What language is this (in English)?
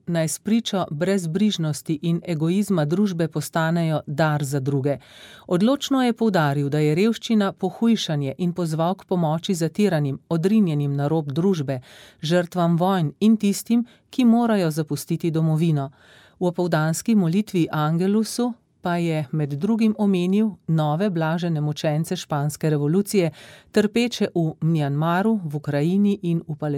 Slovenian